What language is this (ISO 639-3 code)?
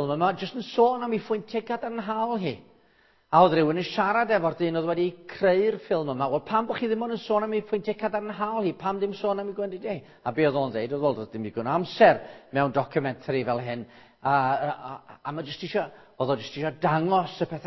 cym